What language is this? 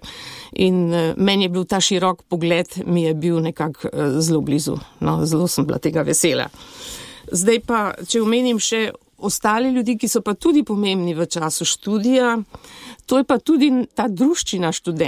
Slovenian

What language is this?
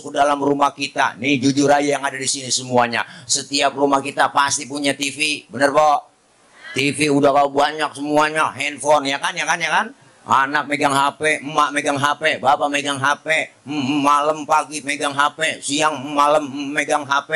Betawi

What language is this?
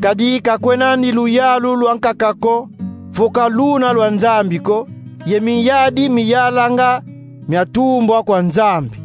Kongo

